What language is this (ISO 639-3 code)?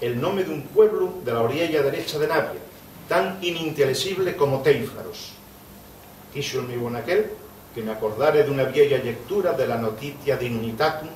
ast